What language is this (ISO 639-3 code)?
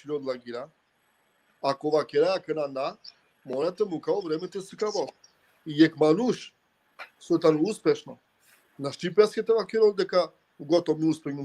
rmn